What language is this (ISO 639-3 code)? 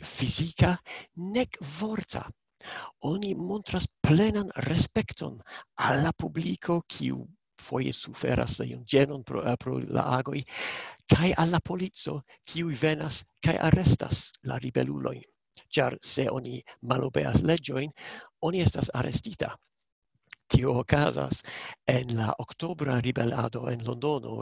epo